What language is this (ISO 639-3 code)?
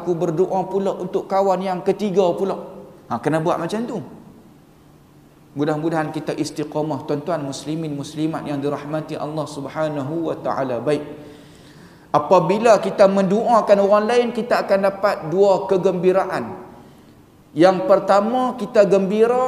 msa